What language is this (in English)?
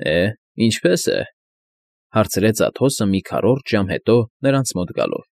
Armenian